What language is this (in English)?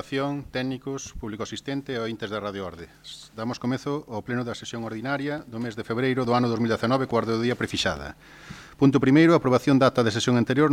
Galician